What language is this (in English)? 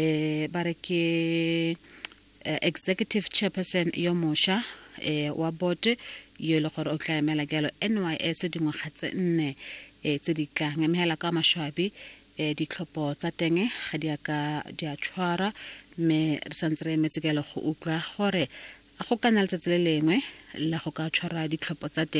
Tswana